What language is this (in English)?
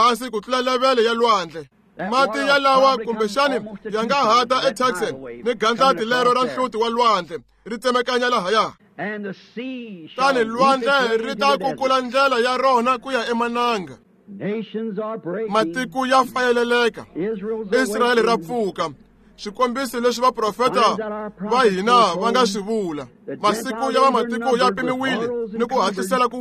Tsonga